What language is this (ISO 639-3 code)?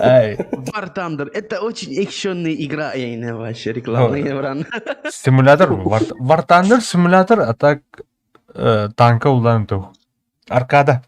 sah